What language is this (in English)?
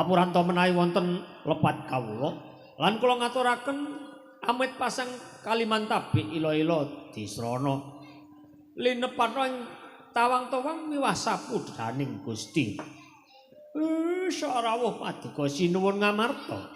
Javanese